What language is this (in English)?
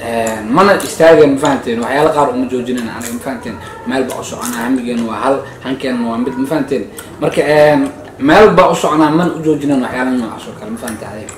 Somali